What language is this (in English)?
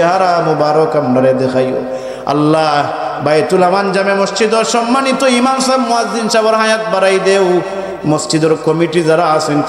Sylheti